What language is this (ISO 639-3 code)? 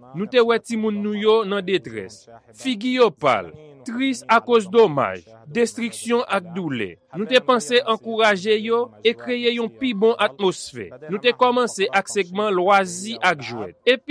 hat